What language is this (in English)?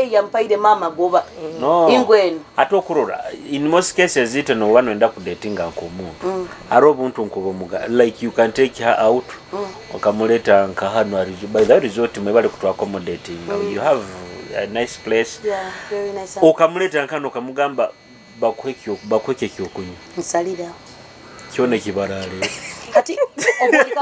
Nyoro